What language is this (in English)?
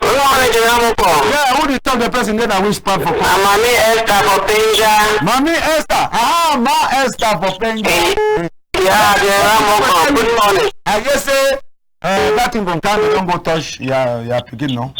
Cameroon Pidgin